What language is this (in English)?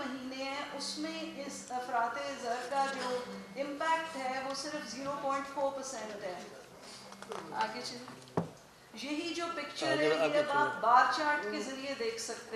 Urdu